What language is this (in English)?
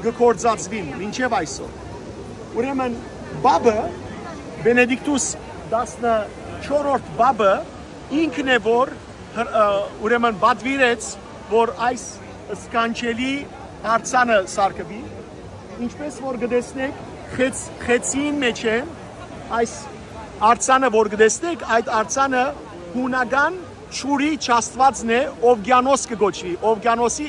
Western Armenian